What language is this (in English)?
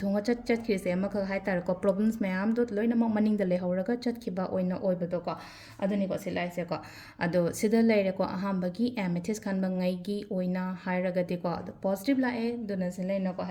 Manipuri